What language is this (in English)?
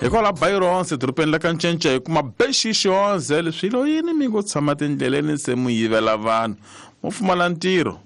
Tsonga